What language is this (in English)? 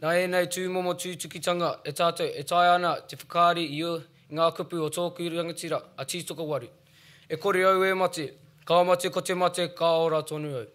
Māori